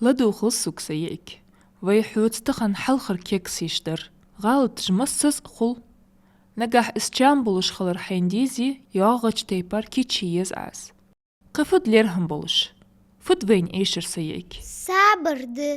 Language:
Ingush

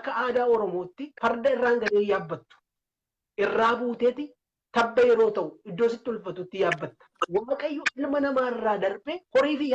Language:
Oromo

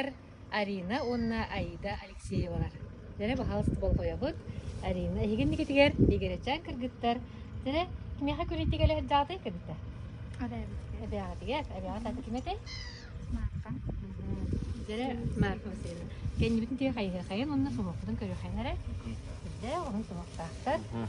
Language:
Yakut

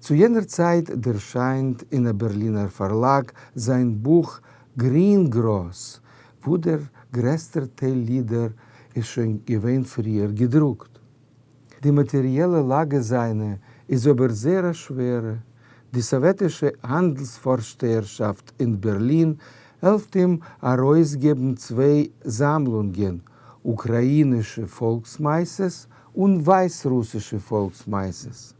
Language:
Yiddish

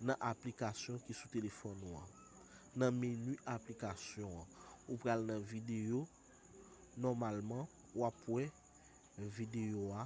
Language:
Haitian Creole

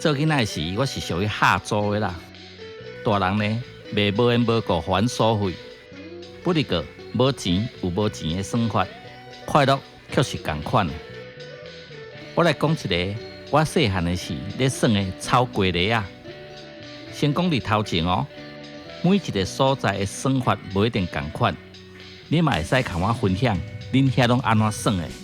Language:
Min Nan Chinese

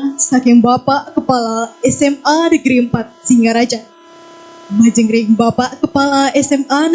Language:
Balinese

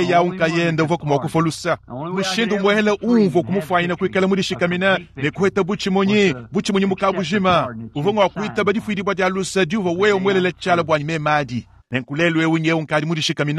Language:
Luba-Lulua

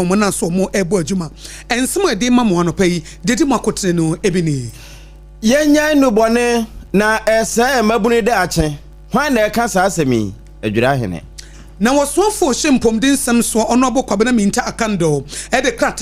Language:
Akan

